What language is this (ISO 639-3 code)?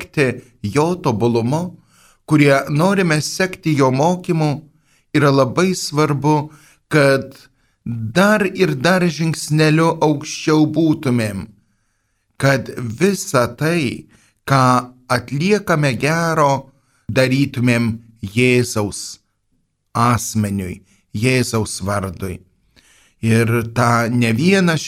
lit